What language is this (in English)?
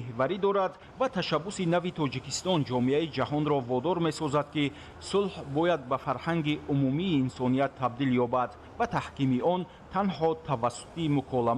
Tajik